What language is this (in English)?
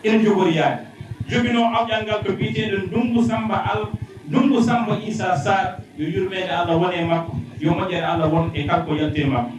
Fula